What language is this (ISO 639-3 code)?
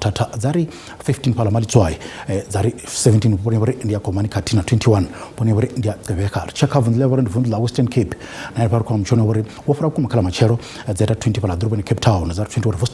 ven